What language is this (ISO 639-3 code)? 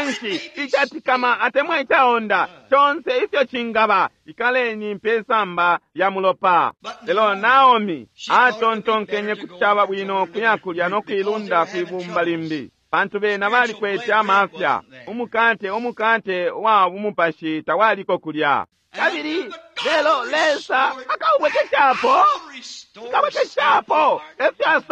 bem